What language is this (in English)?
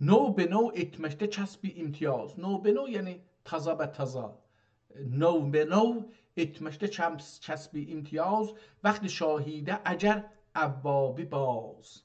South Azerbaijani